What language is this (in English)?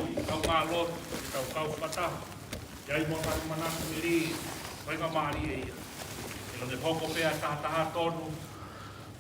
Tongan